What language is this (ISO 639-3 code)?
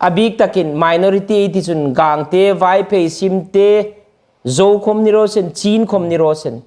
hmr